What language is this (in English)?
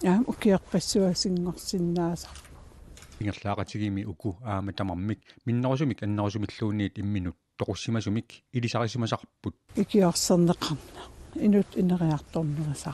Kalaallisut